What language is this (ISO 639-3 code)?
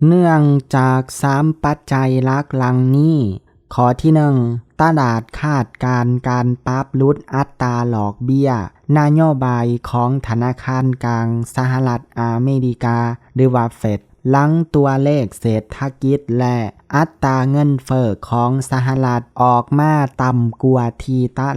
lao